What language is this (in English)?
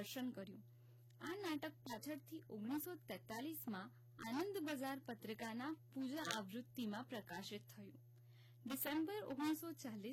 Gujarati